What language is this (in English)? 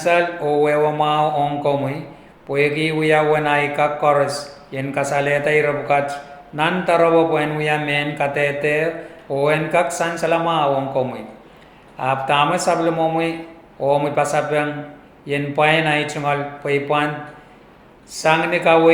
Pohnpeian